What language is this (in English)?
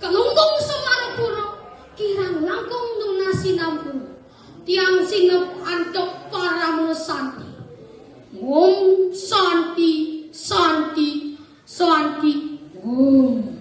Balinese